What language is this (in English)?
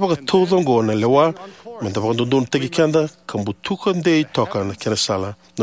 Fijian